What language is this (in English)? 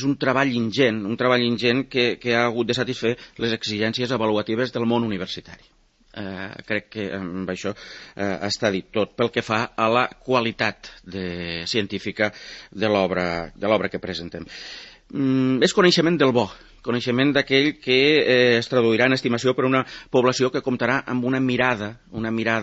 Catalan